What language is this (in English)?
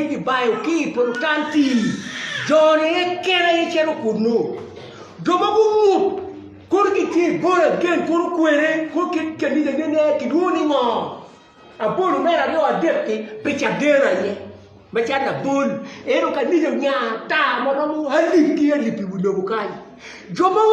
Acoli